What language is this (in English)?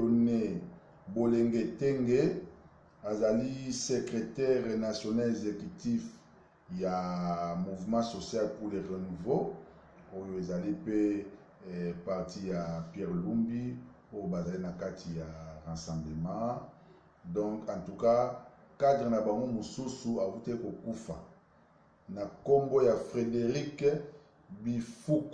Lingala